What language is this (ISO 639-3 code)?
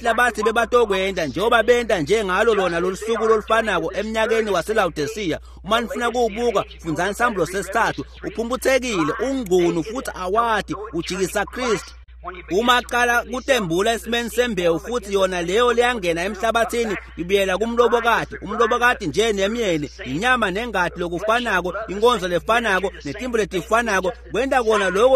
ssw